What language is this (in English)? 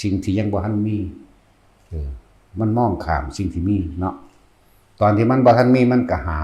Northeastern Thai